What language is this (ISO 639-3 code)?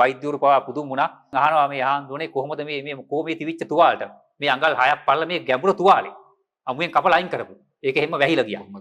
sin